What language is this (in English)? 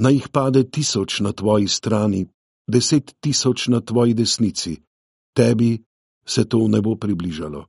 Slovenian